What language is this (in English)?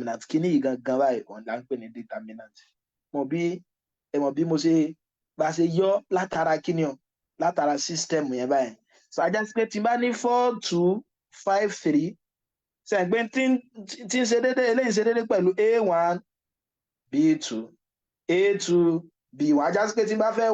Yoruba